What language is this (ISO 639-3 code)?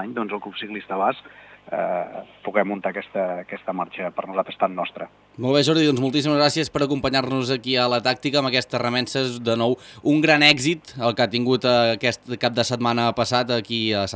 cat